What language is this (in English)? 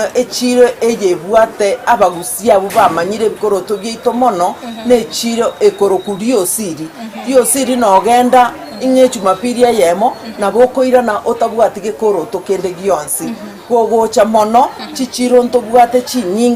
Gusii